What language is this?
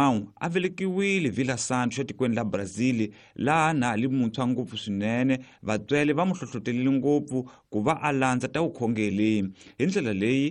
Tsonga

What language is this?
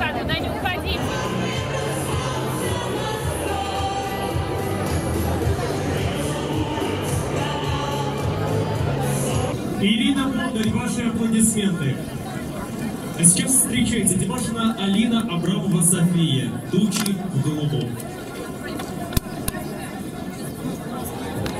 Russian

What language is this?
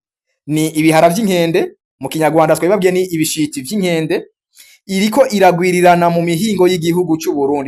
Rundi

